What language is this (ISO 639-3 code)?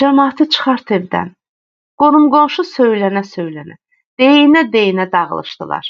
aze